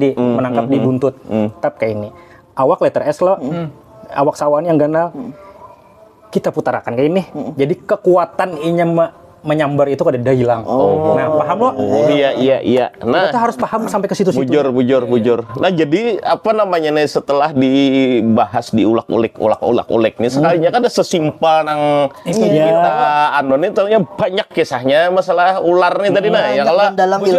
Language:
Banjar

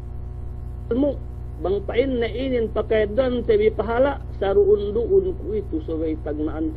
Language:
Yakan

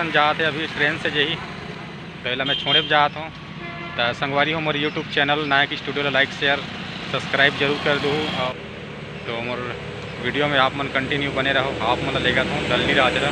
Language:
Chhattisgarhi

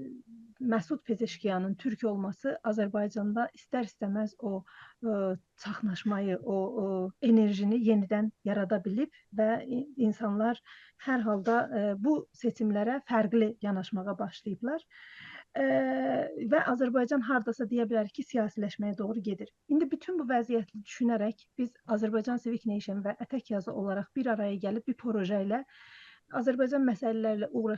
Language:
South Azerbaijani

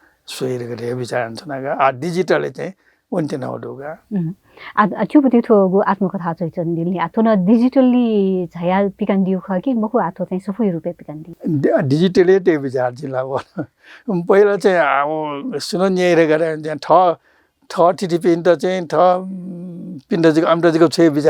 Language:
Newari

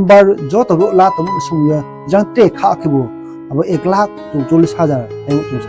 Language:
Riang (India)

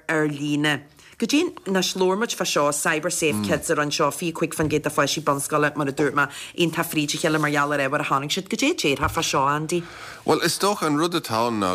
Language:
Irish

